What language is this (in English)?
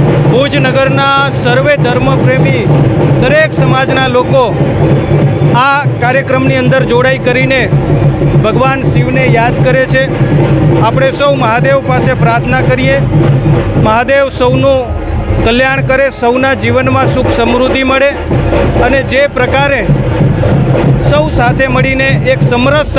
Gujarati